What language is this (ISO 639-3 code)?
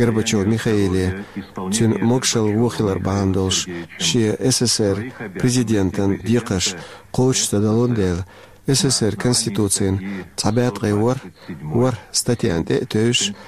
che